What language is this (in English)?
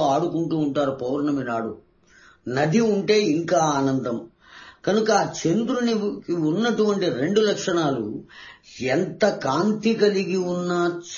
Telugu